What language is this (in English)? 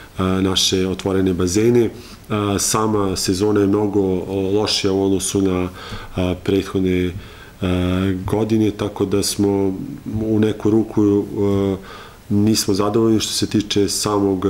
Serbian